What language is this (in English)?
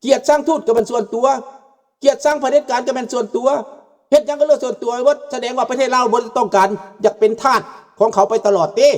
Lao